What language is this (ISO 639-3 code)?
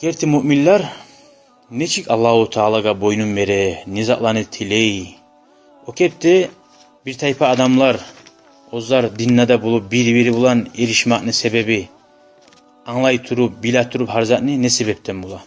kum